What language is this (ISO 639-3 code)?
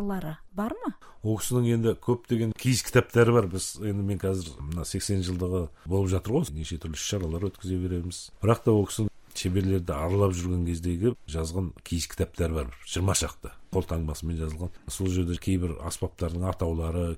kaz